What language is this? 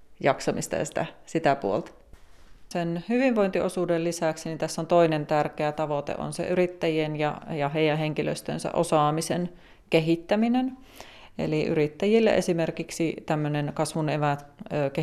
Finnish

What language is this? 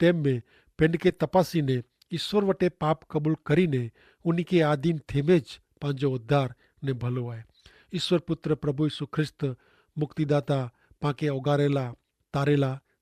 Kachhi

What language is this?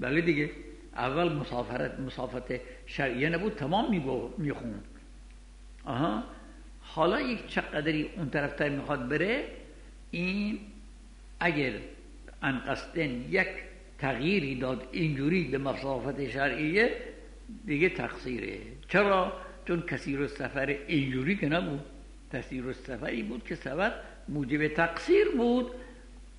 Persian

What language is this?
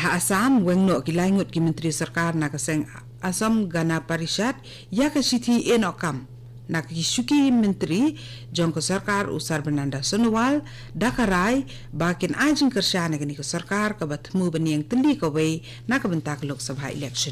Khasi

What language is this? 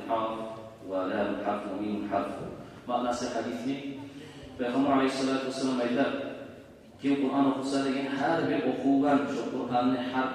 Kumyk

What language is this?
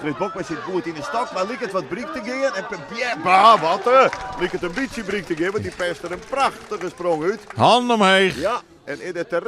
Western Frisian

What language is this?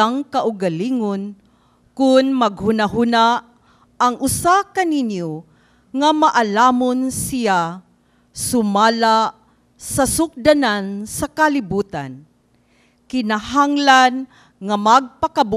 Cebuano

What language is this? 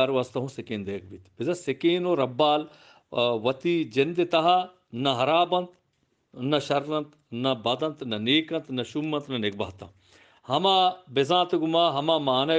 Eastern Balochi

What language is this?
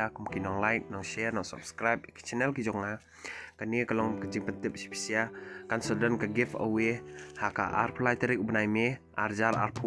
Khasi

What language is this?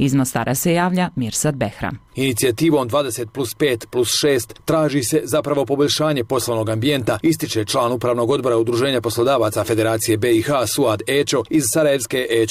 Bosnian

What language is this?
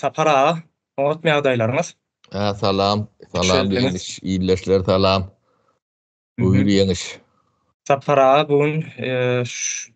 Turkmen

